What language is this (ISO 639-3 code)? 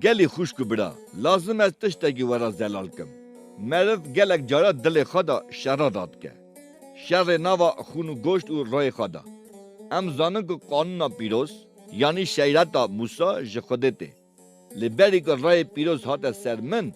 kur